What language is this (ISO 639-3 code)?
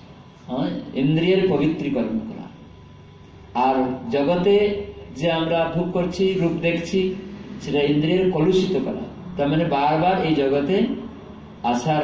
ben